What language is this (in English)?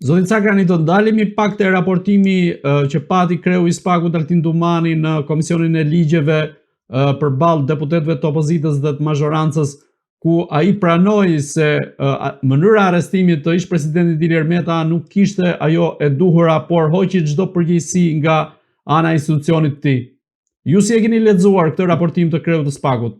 Albanian